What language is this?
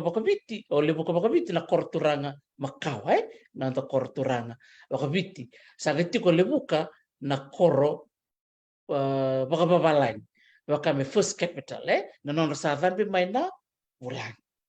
Fijian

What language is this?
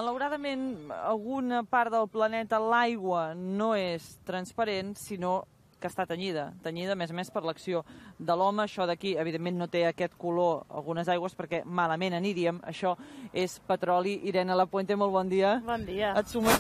Catalan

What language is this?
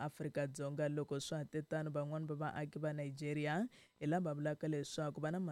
Tsonga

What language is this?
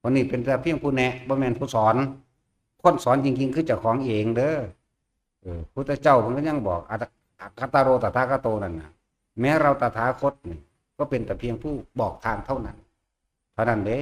Northeastern Thai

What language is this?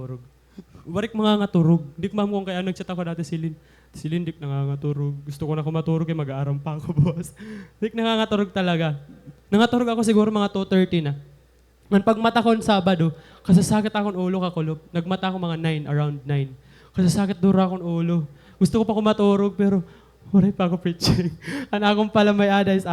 Waray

